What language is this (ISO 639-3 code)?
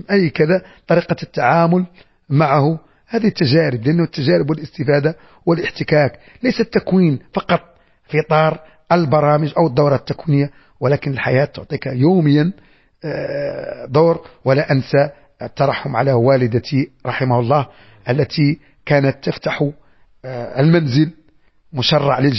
ary